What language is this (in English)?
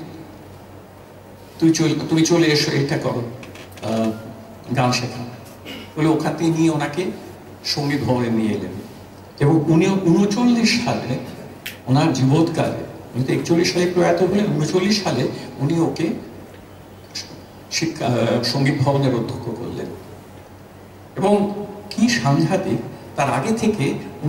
Bangla